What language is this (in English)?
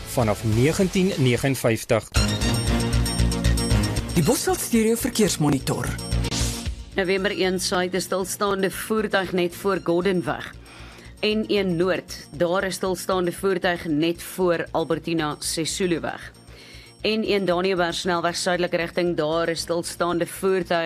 Afrikaans